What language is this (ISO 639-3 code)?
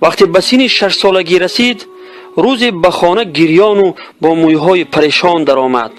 tgk